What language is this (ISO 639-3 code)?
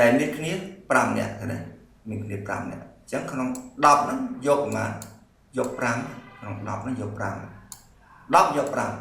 khm